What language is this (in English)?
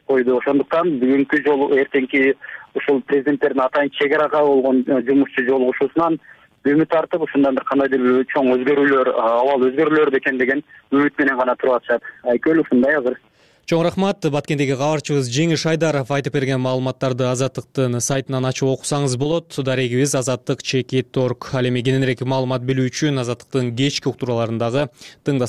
Kyrgyz